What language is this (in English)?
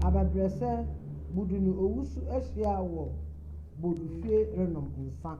Akan